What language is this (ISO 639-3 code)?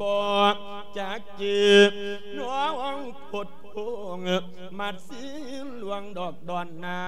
lao